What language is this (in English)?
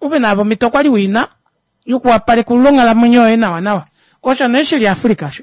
Kuanyama